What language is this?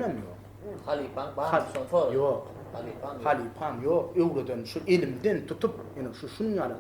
Turkmen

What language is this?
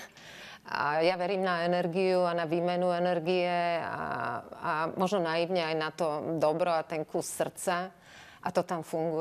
Slovak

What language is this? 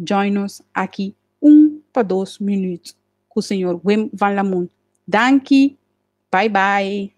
Papiamento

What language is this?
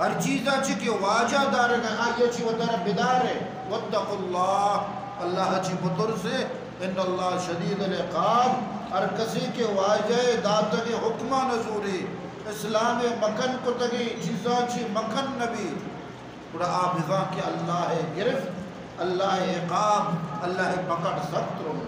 Eastern Balochi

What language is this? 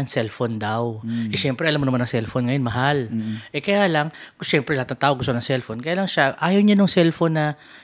Filipino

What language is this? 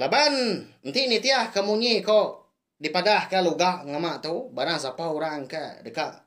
Iban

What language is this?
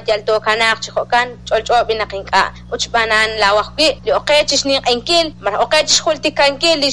Kekchí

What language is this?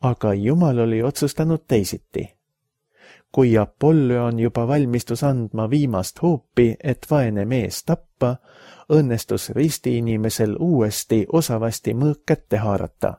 Estonian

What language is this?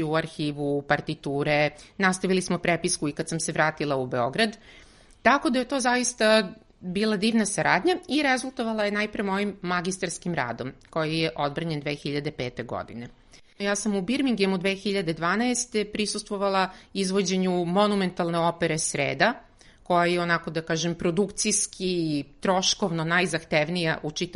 Serbian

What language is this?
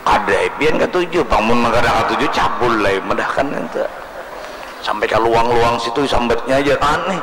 Banjar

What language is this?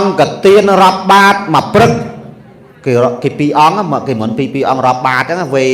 Khmer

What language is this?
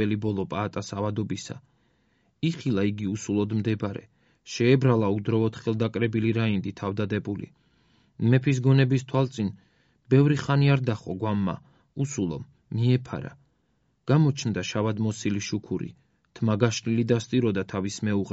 Georgian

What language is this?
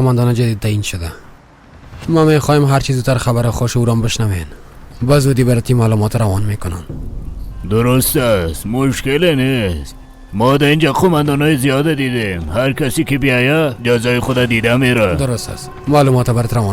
Persian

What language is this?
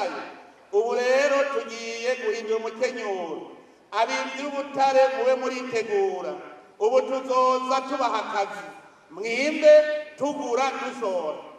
Rundi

